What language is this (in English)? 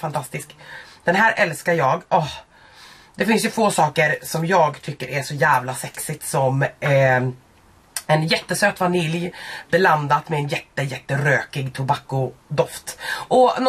Swedish